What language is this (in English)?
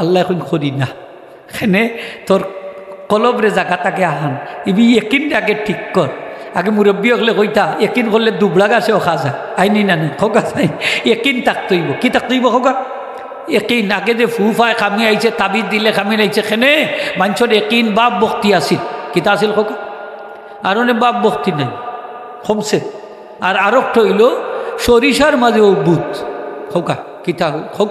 Sylheti